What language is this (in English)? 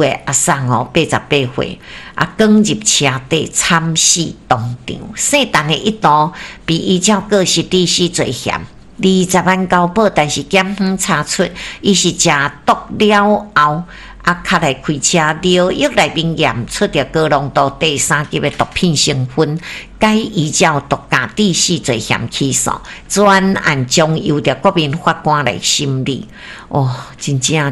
Min Nan Chinese